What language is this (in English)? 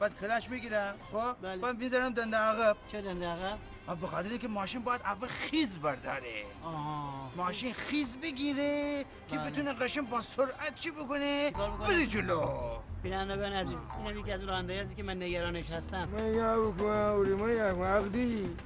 Gilaki